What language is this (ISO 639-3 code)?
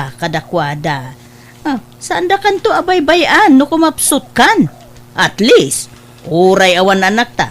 ilo